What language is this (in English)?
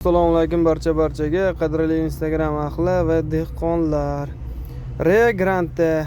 Uzbek